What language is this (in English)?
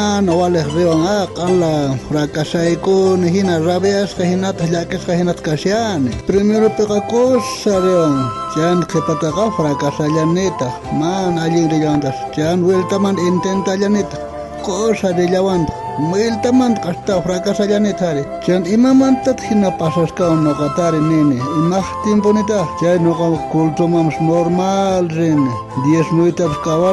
South Bolivian Quechua